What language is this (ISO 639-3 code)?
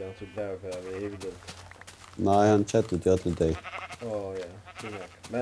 fao